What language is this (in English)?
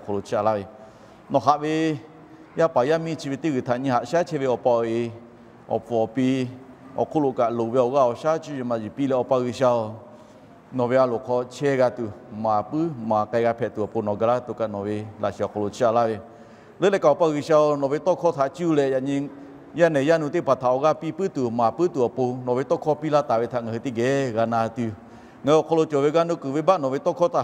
Lahu